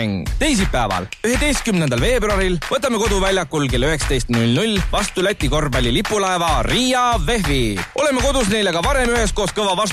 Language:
Estonian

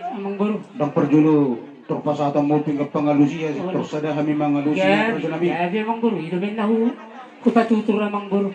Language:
Batak Toba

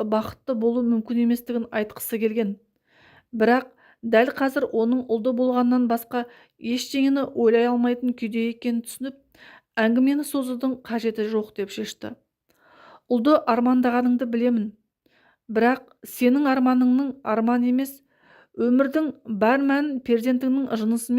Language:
Kazakh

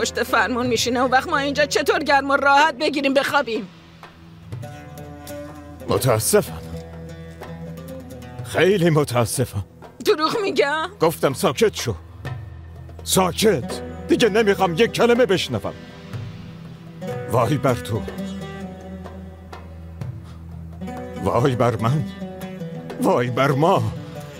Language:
Persian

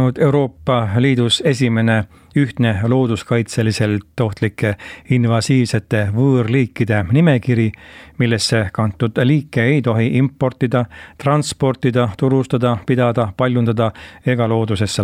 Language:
Estonian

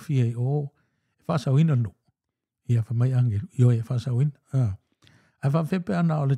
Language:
Samoan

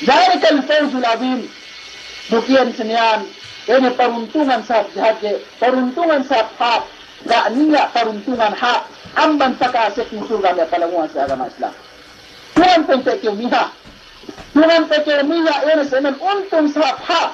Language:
Yakan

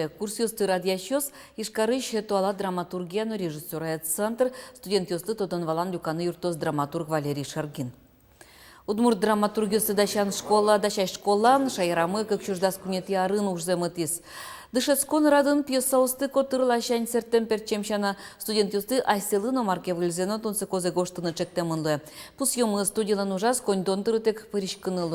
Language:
Udmurt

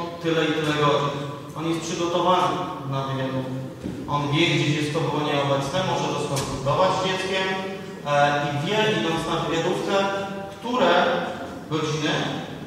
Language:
Polish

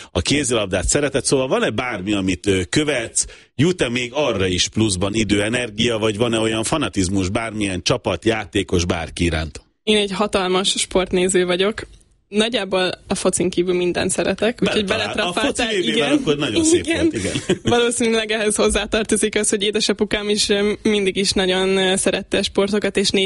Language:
Hungarian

